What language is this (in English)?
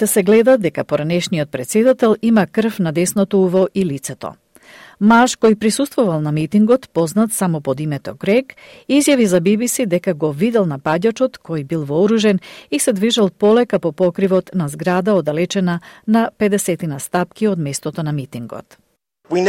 Macedonian